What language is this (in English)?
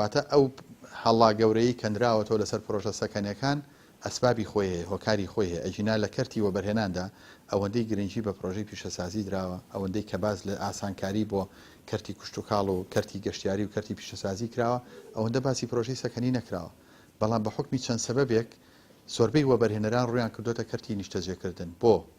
Central Kurdish